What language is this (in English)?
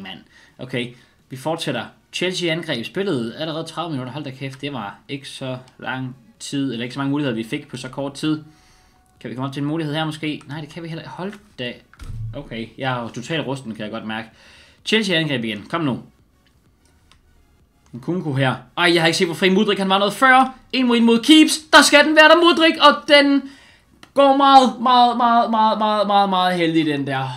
Danish